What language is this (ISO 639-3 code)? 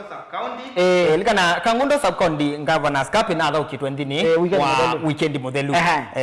kam